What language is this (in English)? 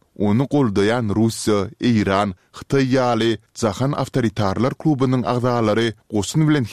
Turkmen